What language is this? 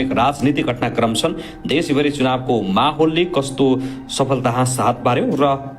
Nepali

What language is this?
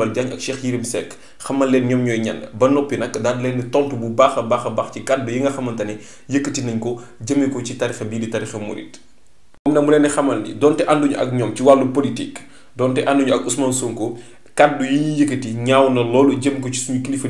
Wolof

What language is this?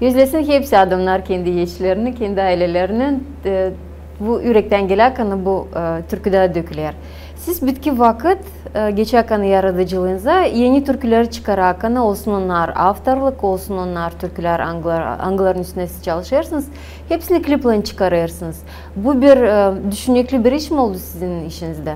Gagauz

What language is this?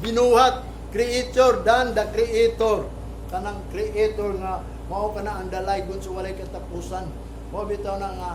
Cebuano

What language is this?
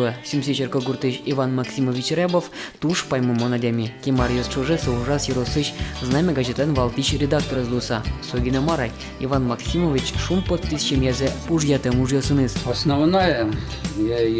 Udmurt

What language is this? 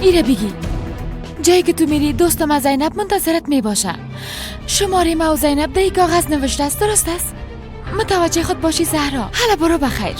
Persian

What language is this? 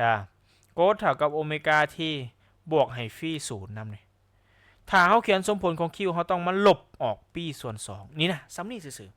Lao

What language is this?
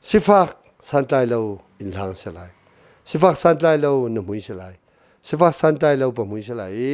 Hakha Chin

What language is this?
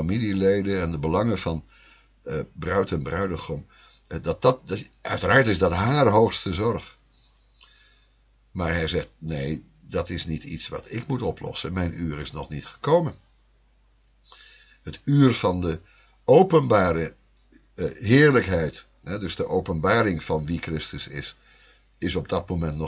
Dutch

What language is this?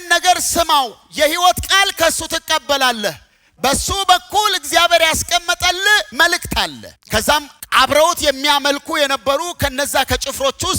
Amharic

